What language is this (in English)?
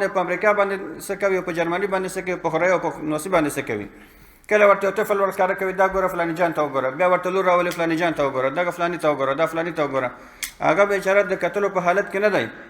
Pashto